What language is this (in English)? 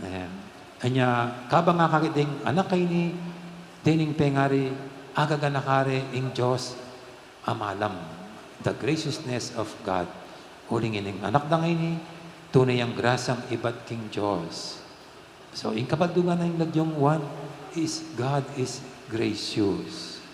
Pampanga